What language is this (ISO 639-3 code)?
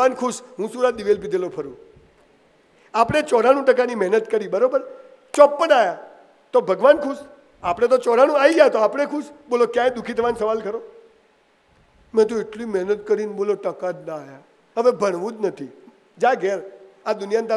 guj